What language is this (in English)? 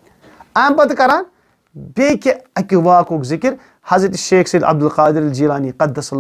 Kashmiri